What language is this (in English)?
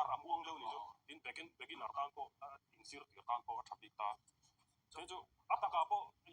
Mizo